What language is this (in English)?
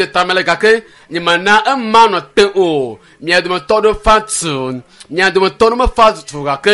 Ewe